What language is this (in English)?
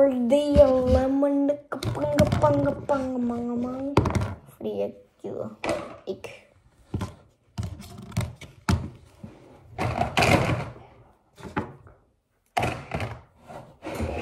Danish